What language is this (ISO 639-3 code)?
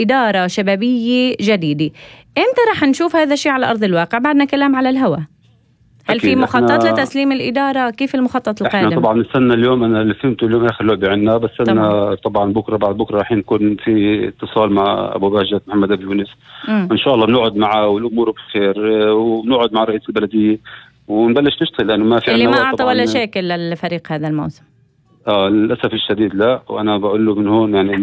apc